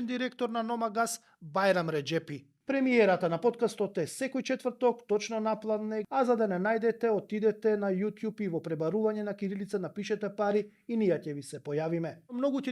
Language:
Macedonian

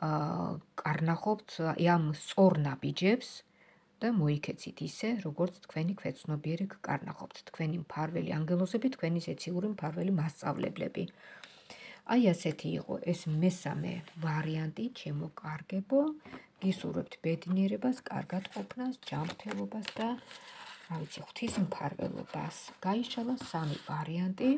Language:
Georgian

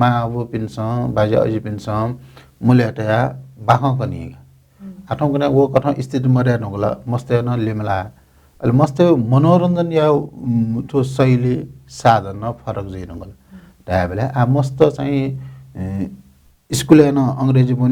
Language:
Newari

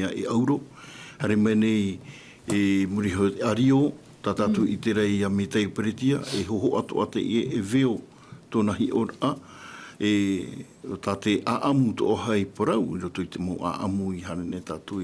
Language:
Tahitian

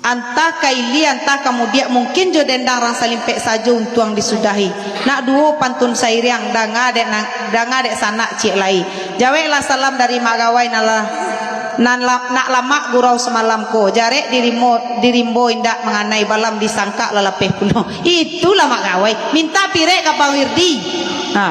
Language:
Minangkabau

